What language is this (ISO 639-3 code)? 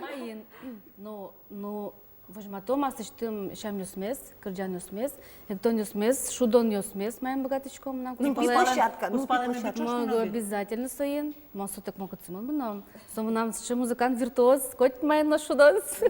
udm